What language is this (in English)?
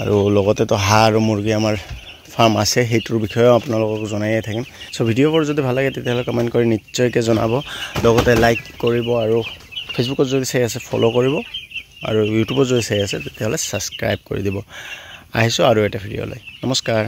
Assamese